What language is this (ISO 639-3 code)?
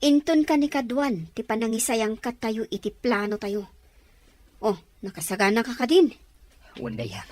ilo